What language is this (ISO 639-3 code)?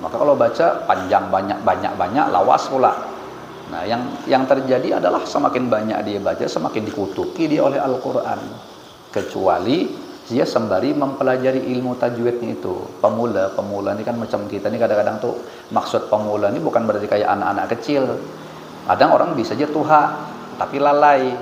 bjn